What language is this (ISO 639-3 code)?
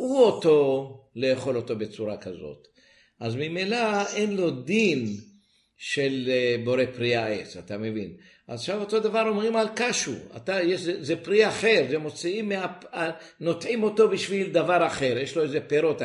heb